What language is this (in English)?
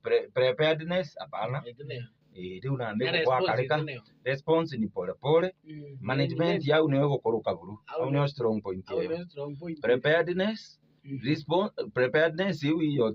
Meru